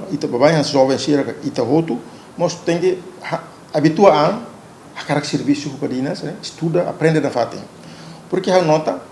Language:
Tetum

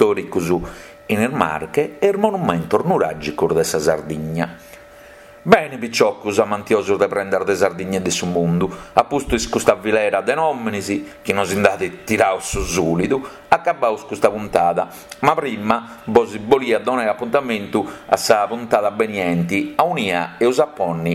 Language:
Sardinian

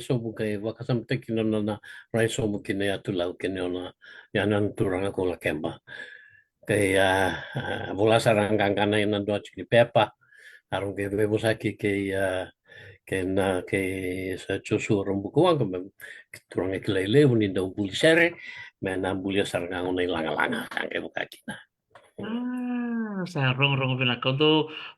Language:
Fijian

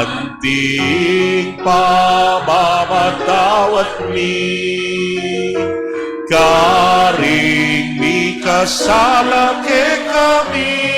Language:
Pampanga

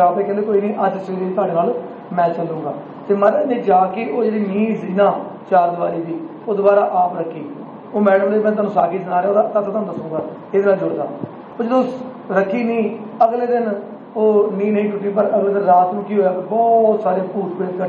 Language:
Punjabi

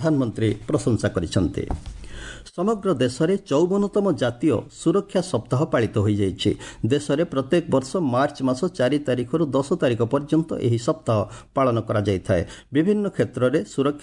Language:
Odia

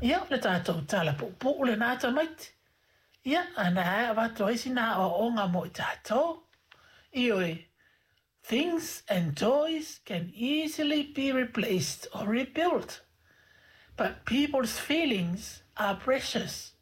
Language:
Samoan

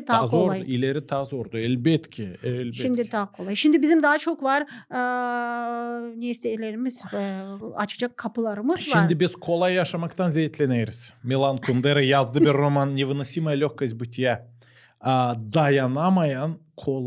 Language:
Gagauz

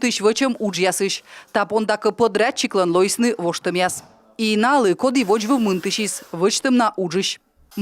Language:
Komi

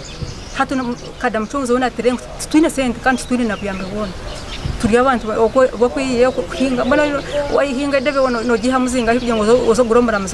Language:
Nyankole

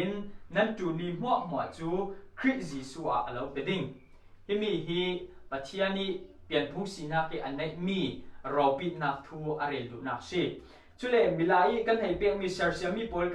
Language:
Falam Chin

